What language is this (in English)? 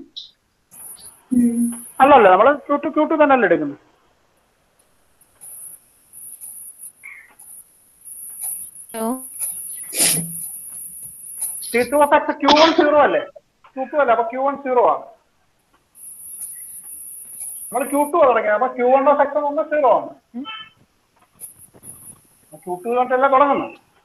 Malayalam